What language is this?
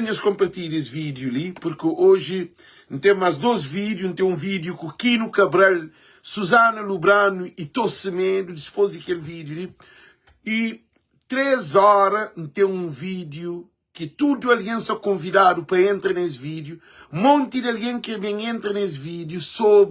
Kabuverdianu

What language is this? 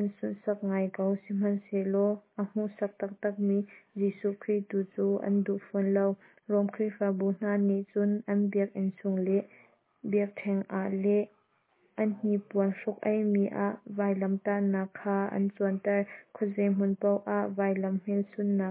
Hakha Chin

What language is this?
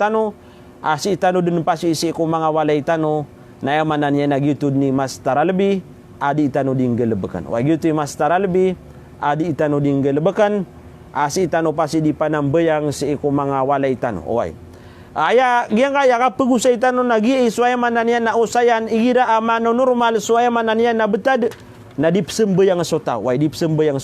Maranao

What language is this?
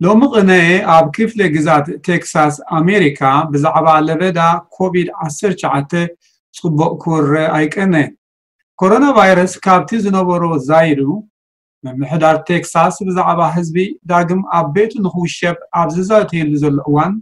Tigrinya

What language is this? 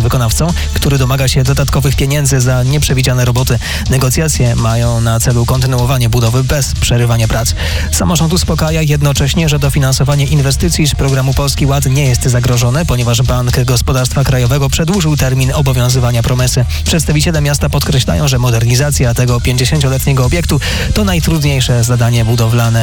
Polish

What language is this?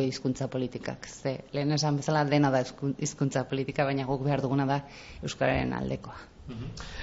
Basque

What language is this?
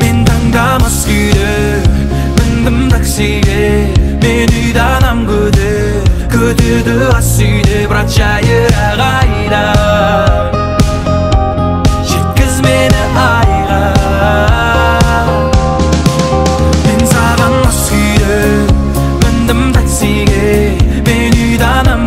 Kazakh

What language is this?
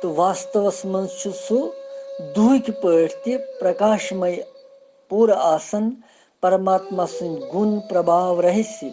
Kashmiri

